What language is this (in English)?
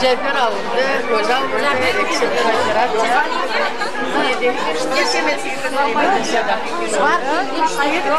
Crimean Tatar